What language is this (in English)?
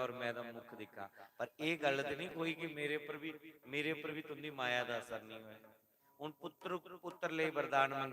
Dogri